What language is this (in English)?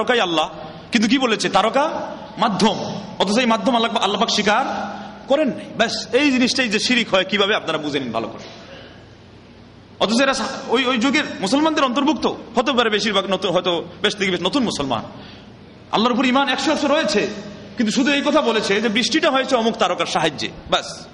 Bangla